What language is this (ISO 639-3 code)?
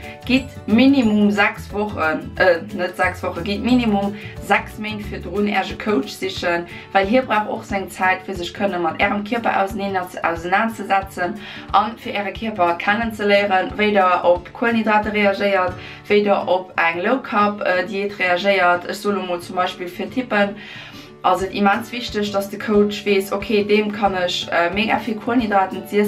ltz